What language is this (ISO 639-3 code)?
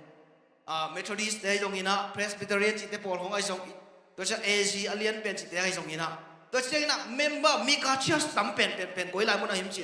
ctd